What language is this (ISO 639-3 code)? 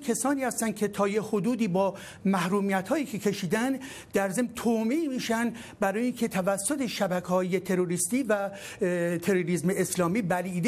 fas